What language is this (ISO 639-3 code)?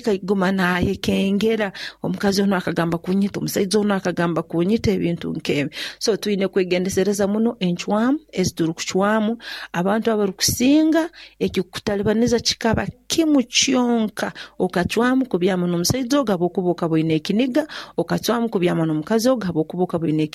nyo